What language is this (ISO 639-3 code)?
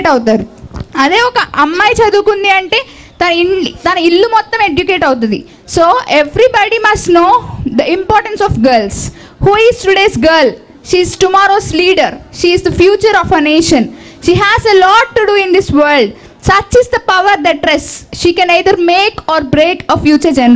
tel